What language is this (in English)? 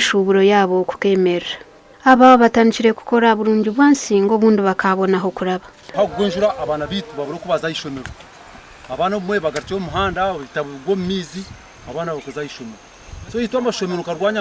Nyankole